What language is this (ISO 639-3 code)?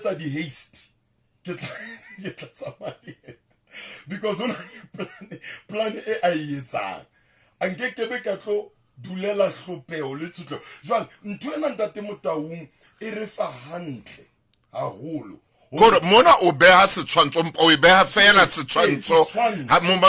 sot